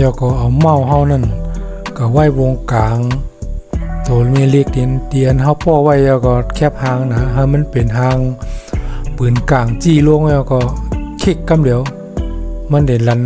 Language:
Shan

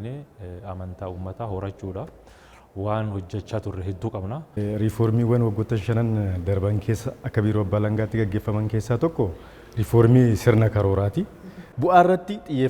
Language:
Oromo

